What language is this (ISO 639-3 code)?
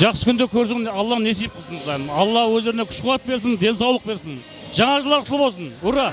kaa